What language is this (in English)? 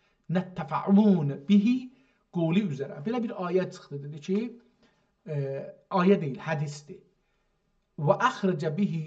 South Azerbaijani